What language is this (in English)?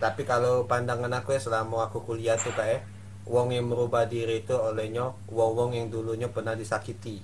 Musi